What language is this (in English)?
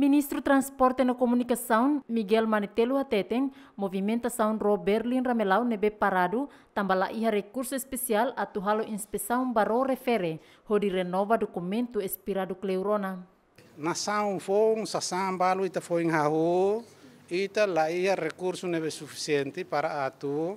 Tetum